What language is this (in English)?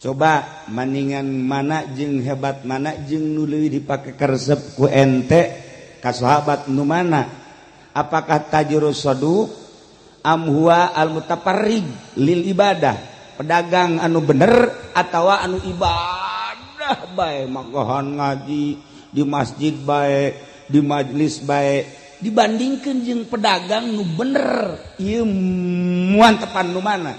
Sundanese